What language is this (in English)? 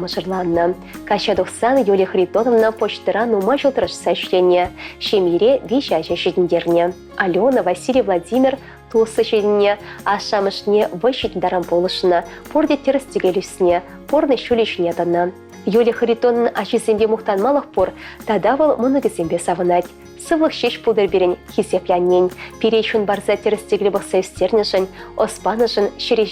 Chuvash